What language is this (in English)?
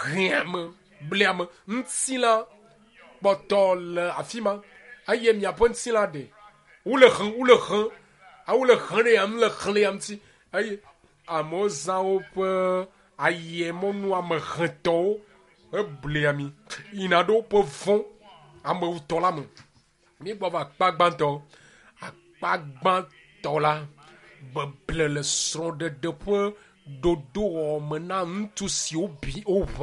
Ewe